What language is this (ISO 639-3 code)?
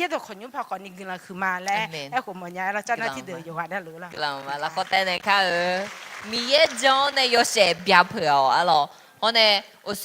ahk